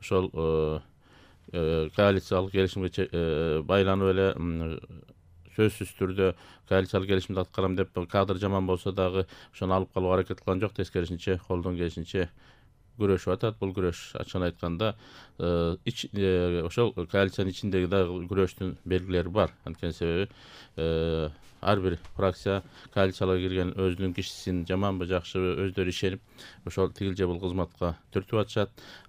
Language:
Kyrgyz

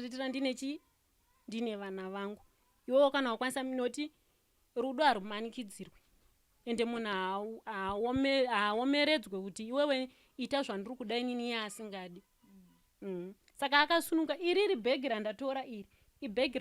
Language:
Shona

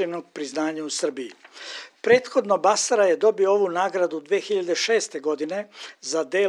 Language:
Serbian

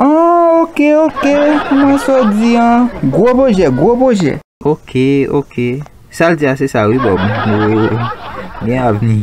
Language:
Haitian Creole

